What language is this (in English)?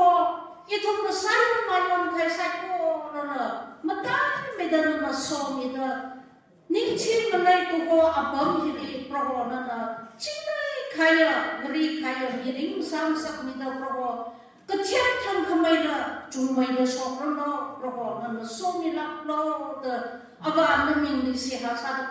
Tangkhul Naga (India)